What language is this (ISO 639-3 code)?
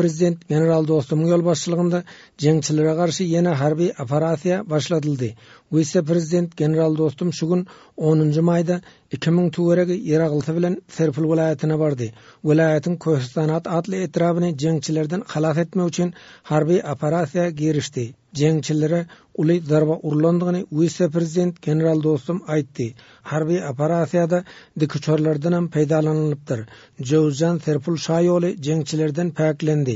tuk